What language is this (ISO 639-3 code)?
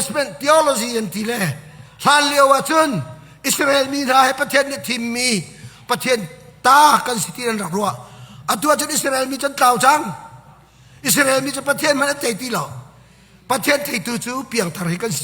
cnh